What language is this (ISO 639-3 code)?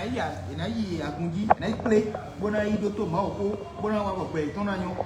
fon